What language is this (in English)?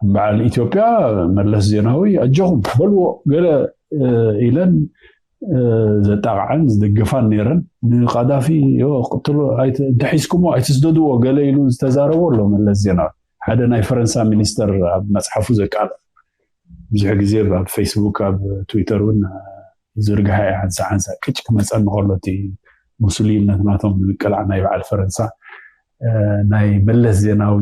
Tigrinya